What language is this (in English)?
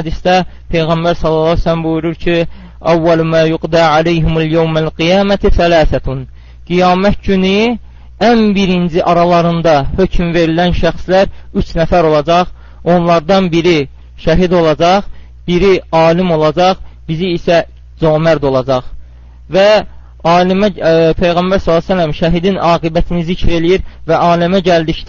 Azerbaijani